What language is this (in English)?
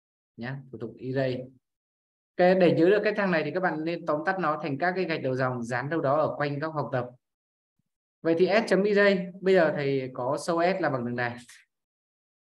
Vietnamese